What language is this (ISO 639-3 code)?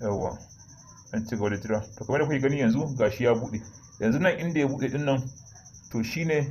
hau